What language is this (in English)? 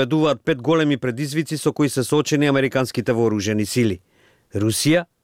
Macedonian